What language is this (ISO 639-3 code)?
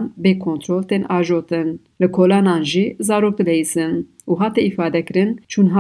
kur